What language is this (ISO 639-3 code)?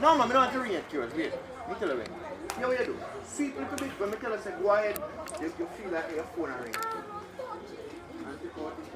jam